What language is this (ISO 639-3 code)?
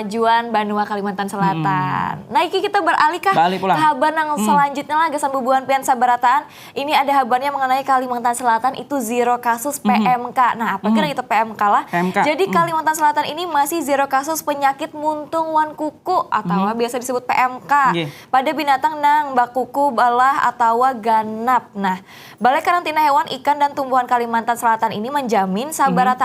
bjn